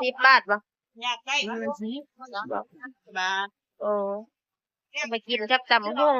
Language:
Northeastern Thai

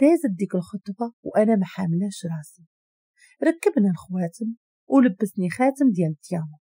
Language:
Moroccan Arabic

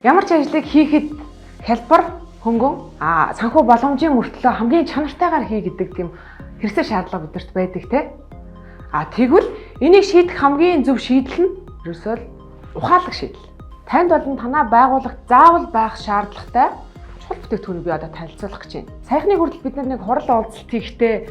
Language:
Mongolian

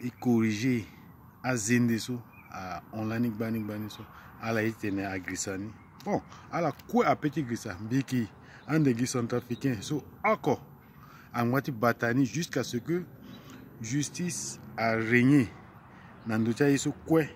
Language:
Sango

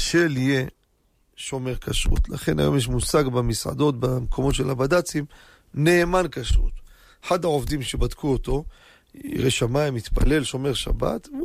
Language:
Hebrew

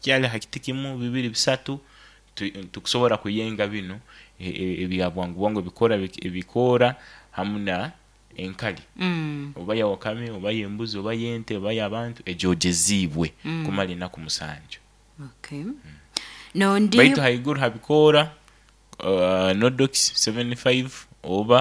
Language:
Nyoro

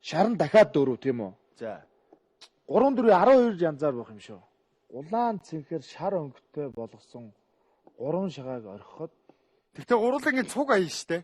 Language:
Mongolian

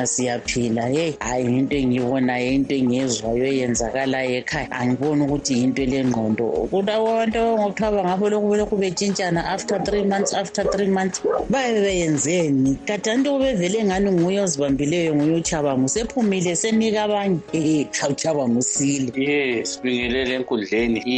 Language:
North Ndebele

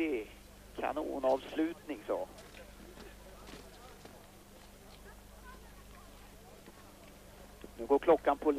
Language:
Swedish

